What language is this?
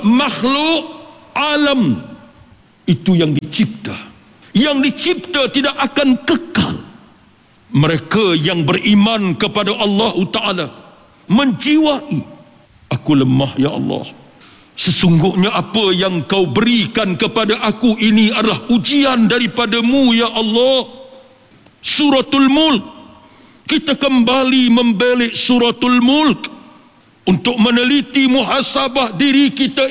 Malay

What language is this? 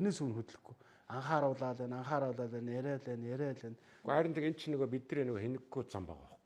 Mongolian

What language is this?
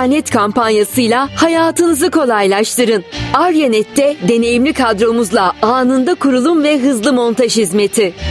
Turkish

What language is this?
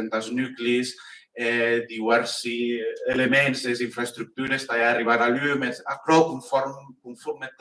Occitan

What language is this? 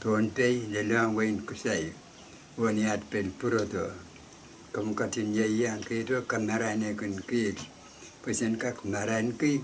Pohnpeian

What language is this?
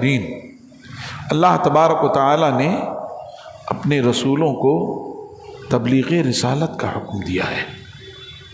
Urdu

